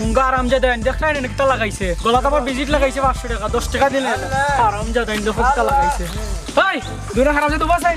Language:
Sylheti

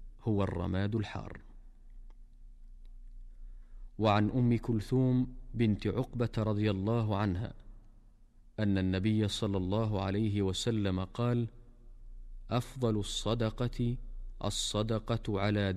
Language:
Arabic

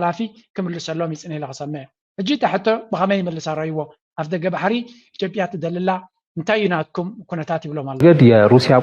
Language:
Tigrinya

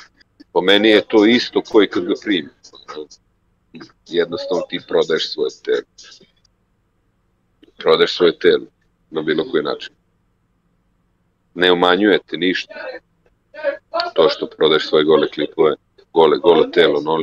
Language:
Serbian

